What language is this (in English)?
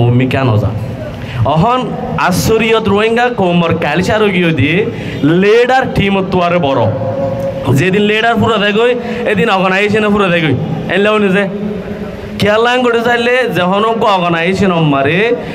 Rohingya